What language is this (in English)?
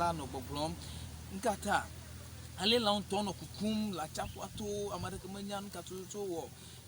Ewe